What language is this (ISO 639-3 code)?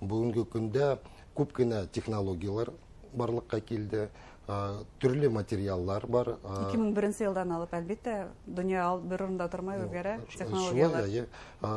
bak